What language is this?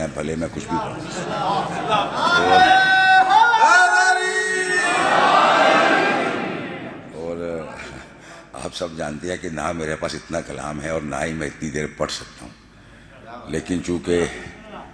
Urdu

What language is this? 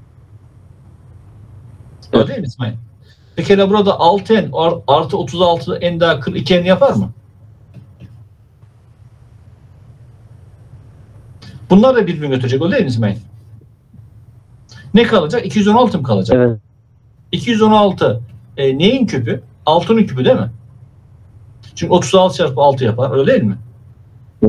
Turkish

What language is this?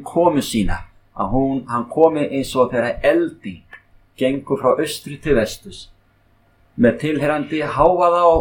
Icelandic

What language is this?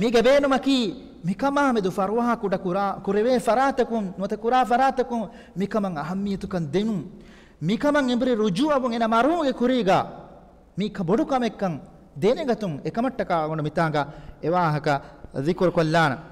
Divehi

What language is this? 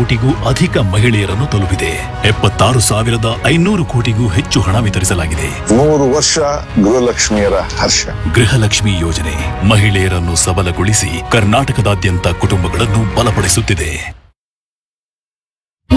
Kannada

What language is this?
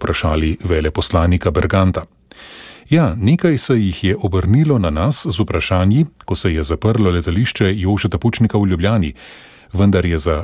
Slovenian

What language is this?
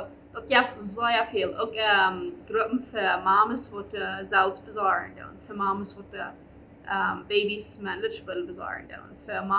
Plautdietsch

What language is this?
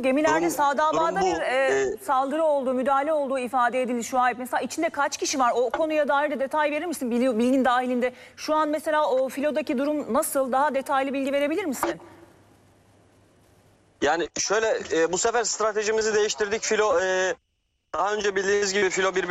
Turkish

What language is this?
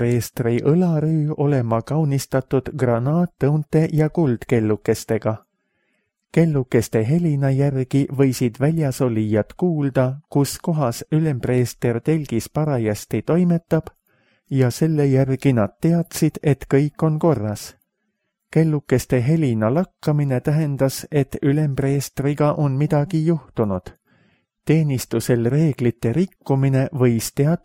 Estonian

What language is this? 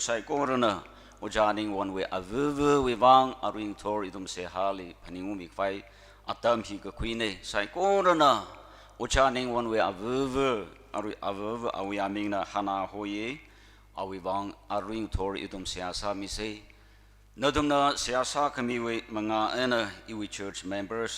Tangkhul Naga (India)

